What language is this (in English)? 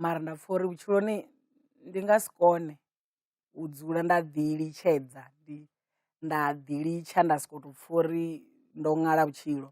Venda